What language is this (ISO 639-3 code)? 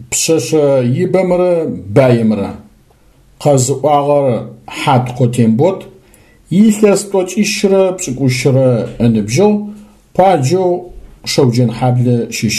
ady